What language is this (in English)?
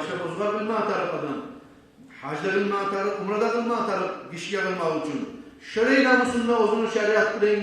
Kumyk